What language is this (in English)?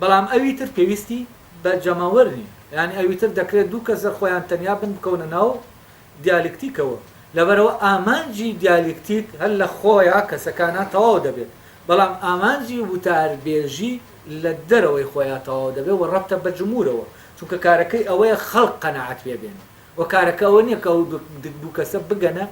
Central Kurdish